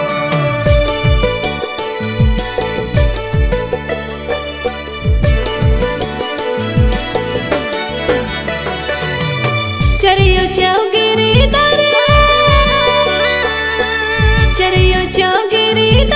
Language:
Kurukh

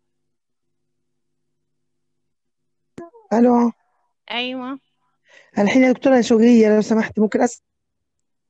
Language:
South Levantine Arabic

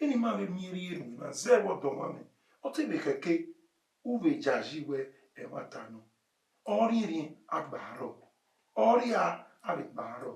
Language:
Bini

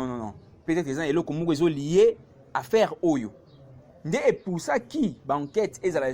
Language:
Lingala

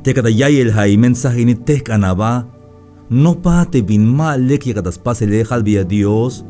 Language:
Tzeltal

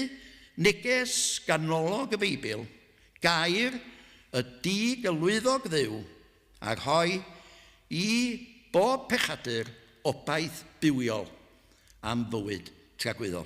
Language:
Welsh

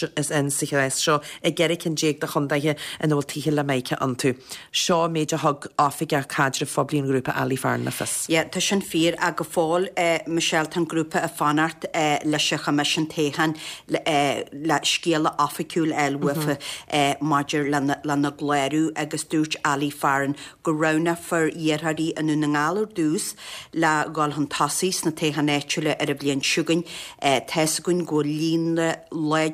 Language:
Irish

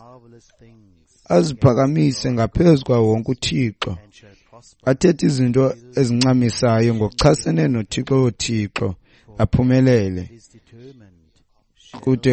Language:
Xhosa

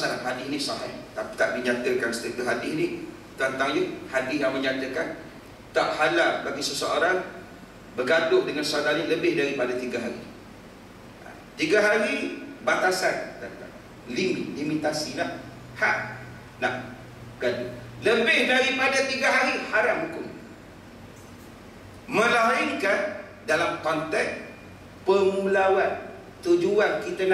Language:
Malay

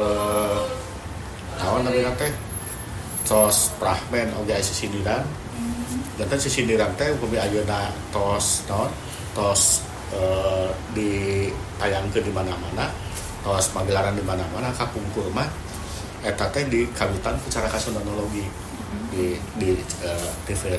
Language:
Sundanese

